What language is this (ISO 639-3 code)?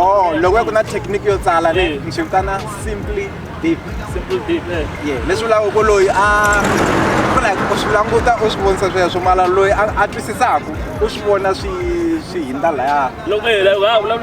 tso